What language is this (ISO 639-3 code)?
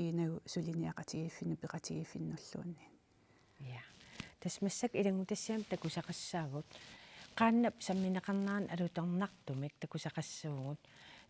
kal